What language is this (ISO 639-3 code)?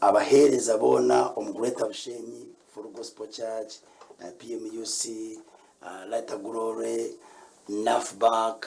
nyn